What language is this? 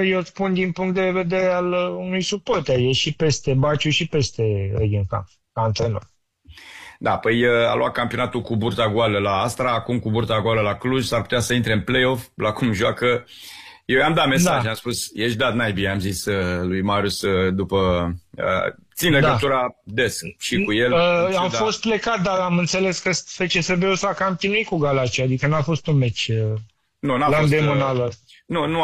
Romanian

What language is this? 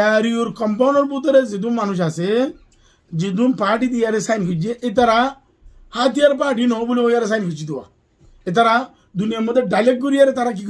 Rohingya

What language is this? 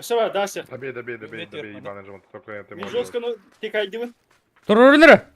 Yakut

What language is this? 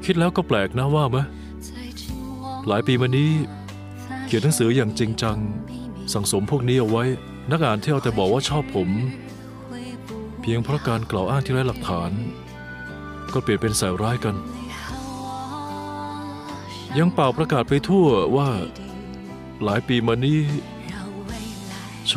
Thai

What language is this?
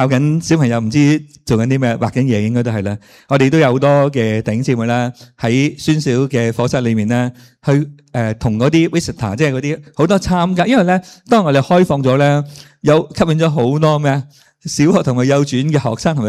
Cantonese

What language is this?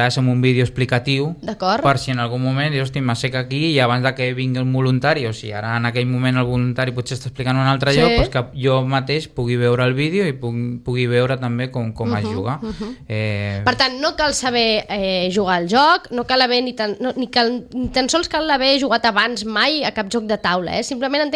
Catalan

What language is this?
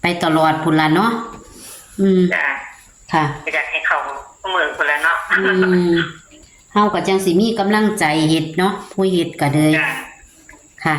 Northeastern Thai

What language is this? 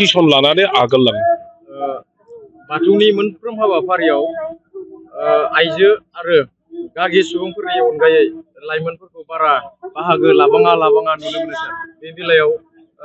Bodo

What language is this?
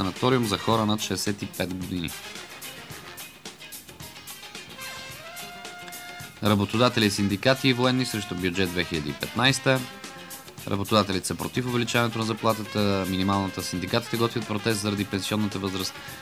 Bulgarian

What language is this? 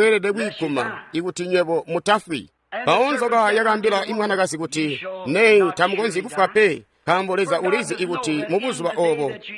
Tonga (Zambia)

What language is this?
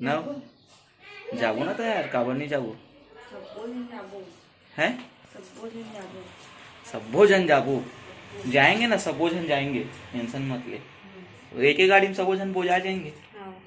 Chhattisgarhi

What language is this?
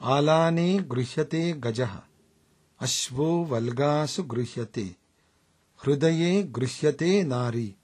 Sanskrit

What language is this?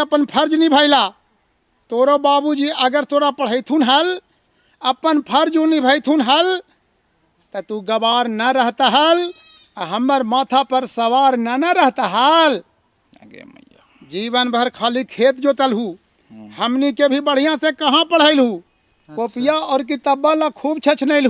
Magahi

